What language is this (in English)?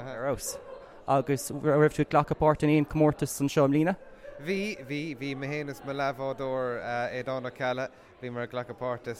Irish